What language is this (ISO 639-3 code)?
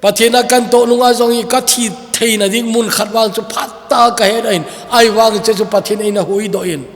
tcz